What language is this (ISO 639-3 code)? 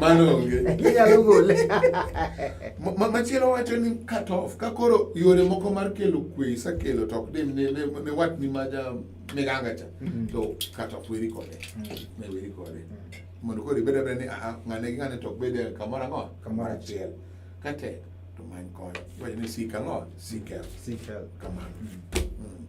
luo